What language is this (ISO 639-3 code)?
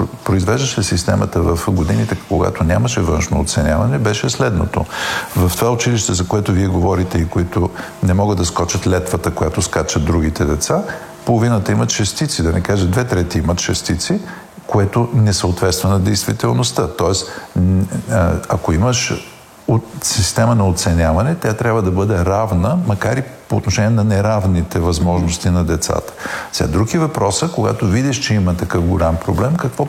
bul